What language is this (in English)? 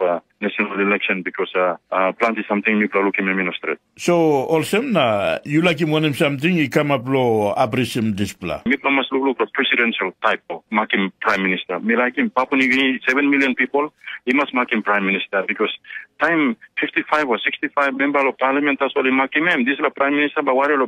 Tok Pisin